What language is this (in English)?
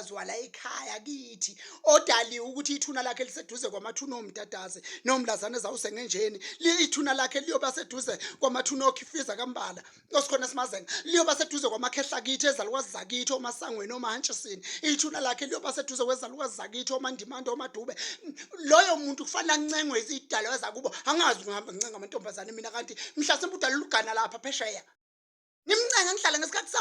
Zulu